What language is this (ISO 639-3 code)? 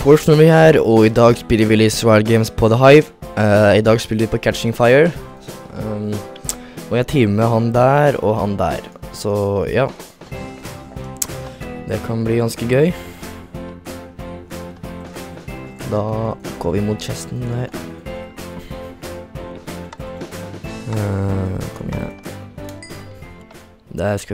nor